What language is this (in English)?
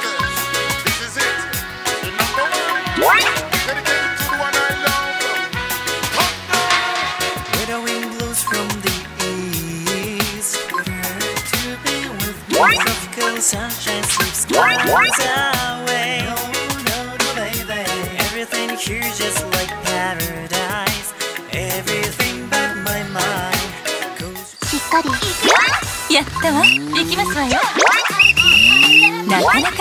Japanese